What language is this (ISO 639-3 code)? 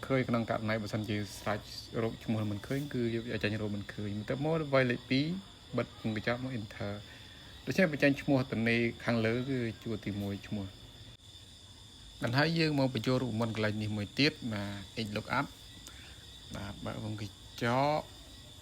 khm